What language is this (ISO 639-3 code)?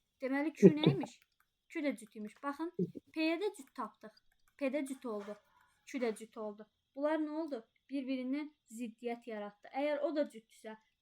aze